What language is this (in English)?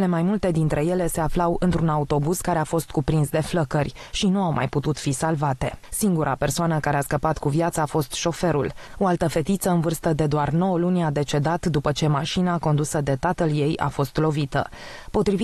Romanian